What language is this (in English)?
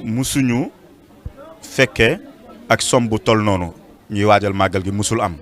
Wolof